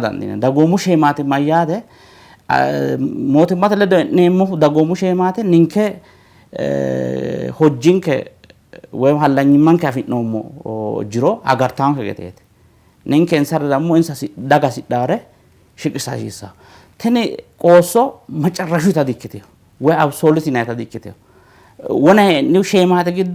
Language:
Sidamo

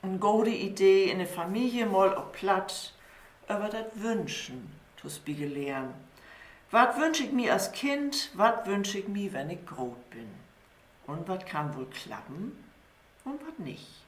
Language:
Low German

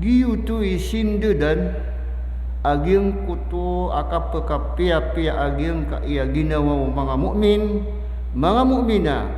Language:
Maranao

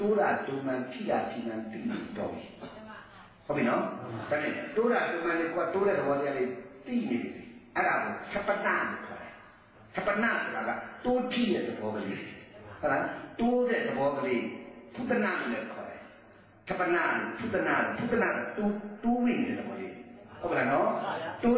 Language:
Burmese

